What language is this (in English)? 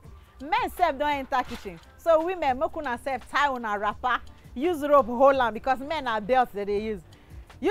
Nigerian Pidgin